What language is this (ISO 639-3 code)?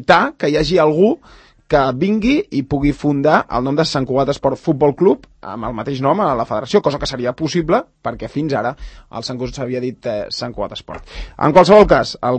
cat